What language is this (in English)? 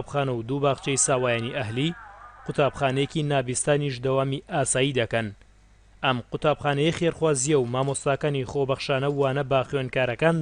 Central Kurdish